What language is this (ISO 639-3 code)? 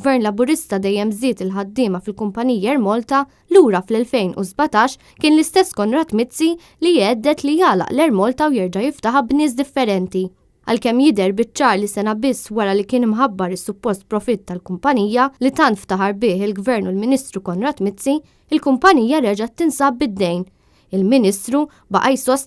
mlt